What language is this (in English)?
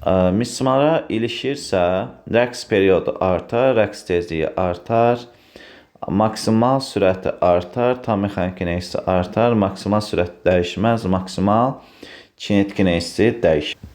Azerbaijani